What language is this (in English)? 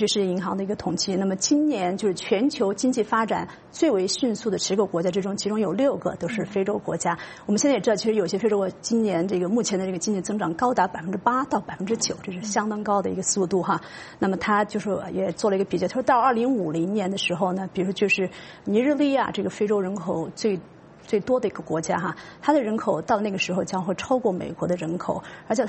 Chinese